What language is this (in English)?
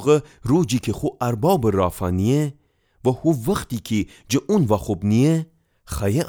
Gilaki